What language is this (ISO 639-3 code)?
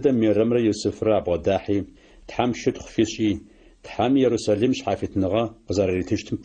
ady